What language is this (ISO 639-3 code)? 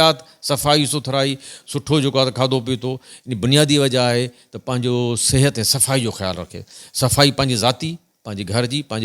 snd